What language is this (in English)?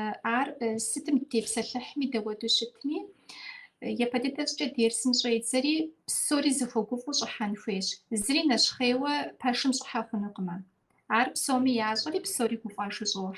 Kabardian